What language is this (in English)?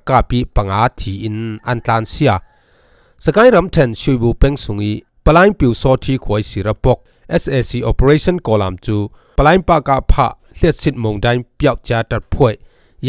Falam Chin